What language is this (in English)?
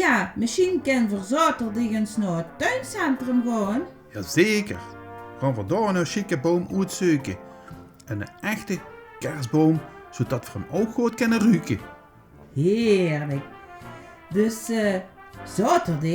Limburgish